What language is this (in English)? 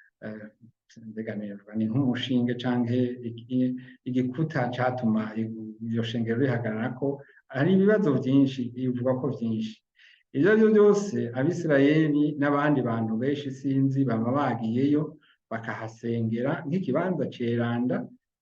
Rundi